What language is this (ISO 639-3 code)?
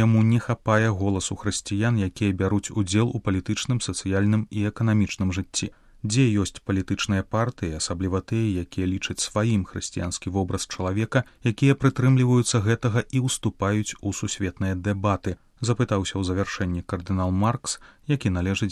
bel